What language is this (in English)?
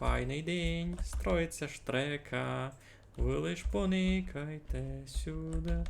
Rusyn